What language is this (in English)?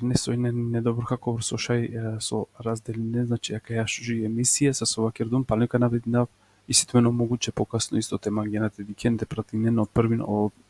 Balkan Romani